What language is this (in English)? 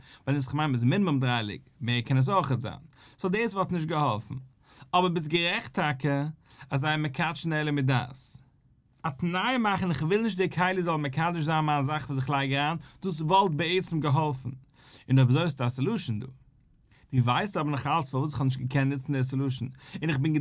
Yiddish